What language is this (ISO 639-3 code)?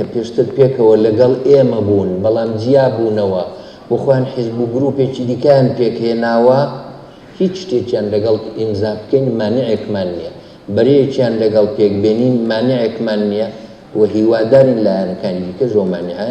ckb